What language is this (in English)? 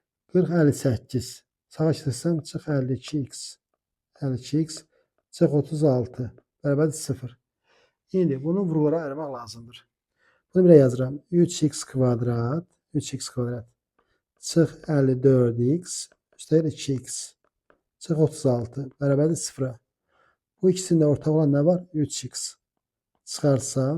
Azerbaijani